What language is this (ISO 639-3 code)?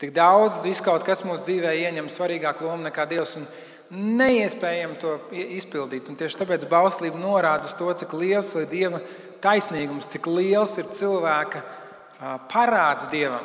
lav